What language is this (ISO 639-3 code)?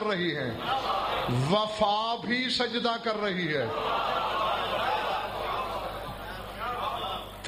urd